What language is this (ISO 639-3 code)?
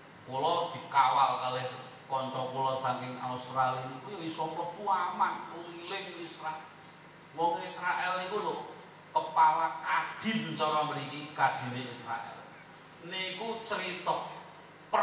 jav